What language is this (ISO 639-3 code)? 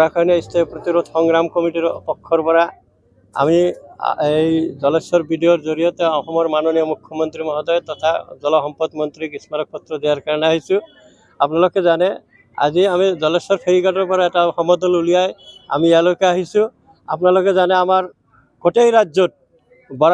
asm